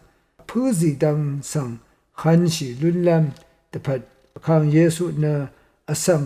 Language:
Rawang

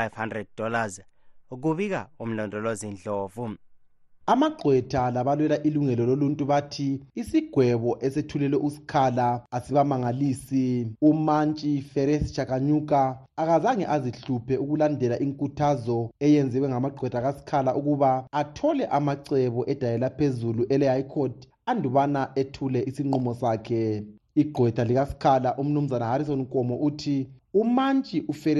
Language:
North Ndebele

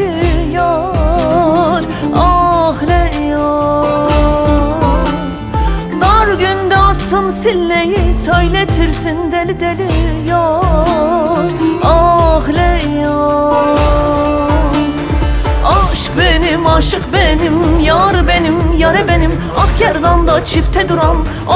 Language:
Turkish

